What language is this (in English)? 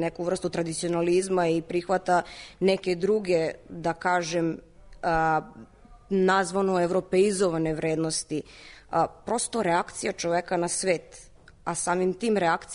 Serbian